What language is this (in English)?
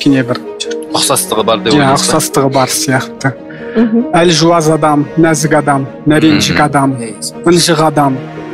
Kazakh